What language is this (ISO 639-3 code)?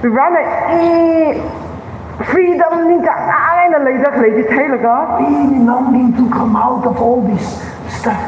nmf